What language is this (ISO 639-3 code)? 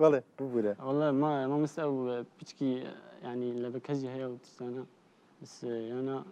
kur